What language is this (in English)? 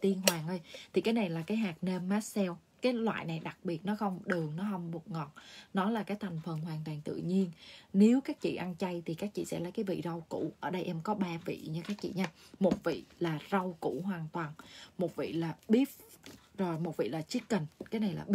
Vietnamese